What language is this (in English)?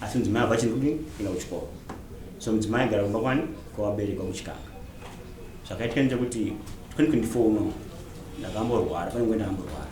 Shona